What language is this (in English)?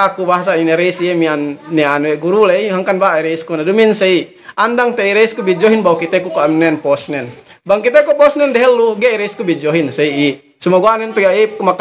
Yakan